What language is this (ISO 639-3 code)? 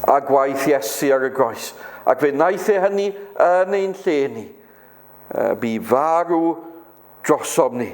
cym